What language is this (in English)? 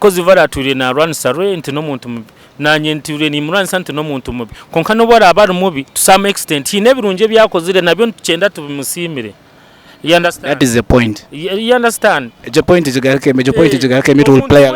Nyankole